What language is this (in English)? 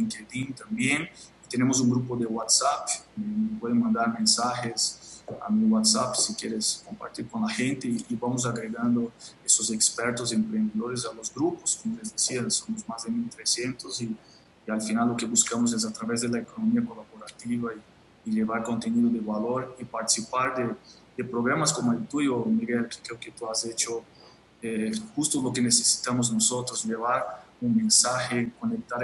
Spanish